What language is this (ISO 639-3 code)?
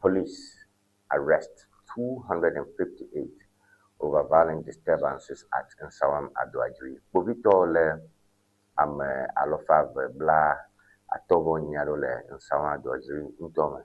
ewe